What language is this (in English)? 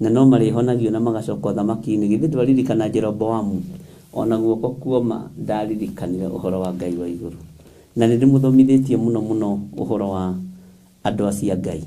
Kikuyu